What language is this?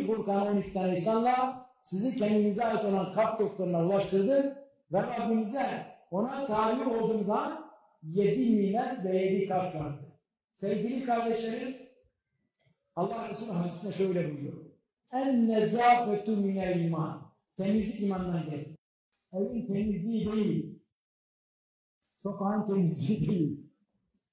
Turkish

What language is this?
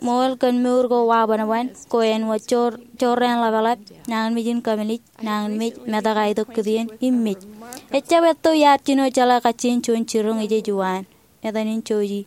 Marshallese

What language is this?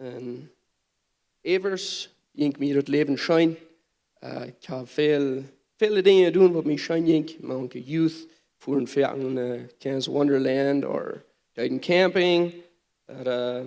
Plautdietsch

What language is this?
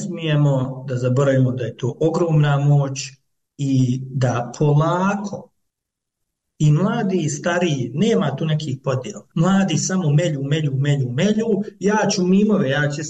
Croatian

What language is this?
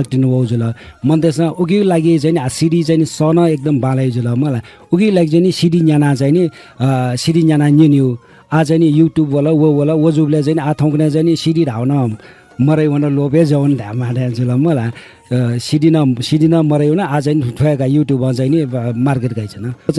Newari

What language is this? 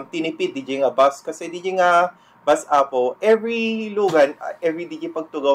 Iloko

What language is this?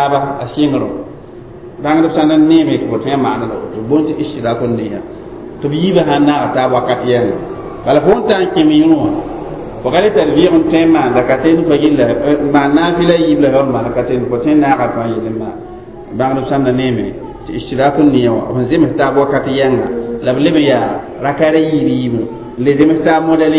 Mossi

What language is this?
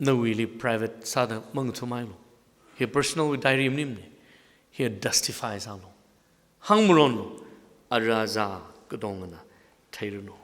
Tangkhul Naga (India)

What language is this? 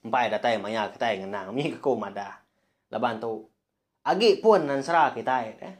Iban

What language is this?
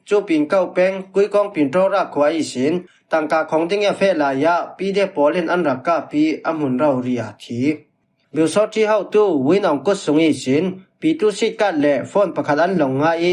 Falam Chin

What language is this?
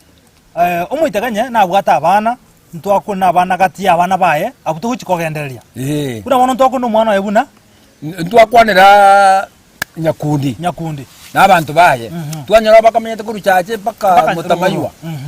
Gusii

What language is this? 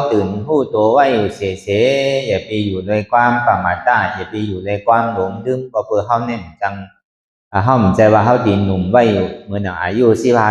Shan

